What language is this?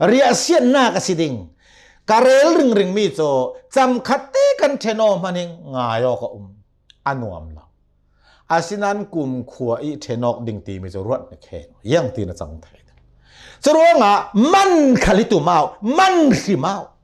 Hakha Chin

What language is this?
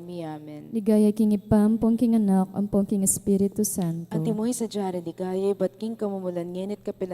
Pampanga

